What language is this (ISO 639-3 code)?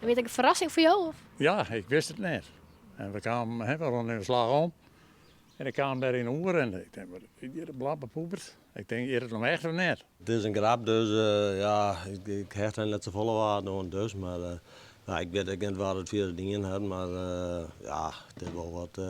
fry